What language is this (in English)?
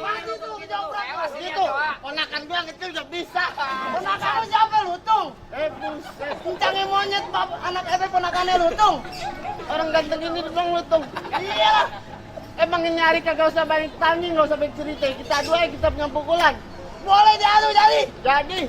Betawi